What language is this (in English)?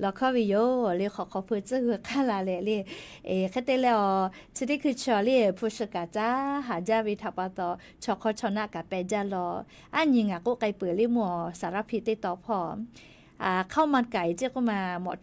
Lahu